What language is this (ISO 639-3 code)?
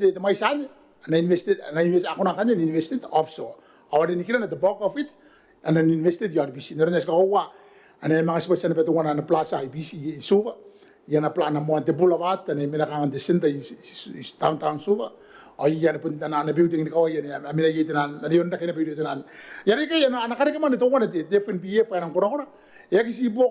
gil